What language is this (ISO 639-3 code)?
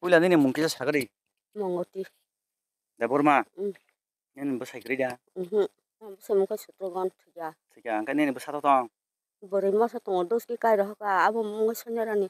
trp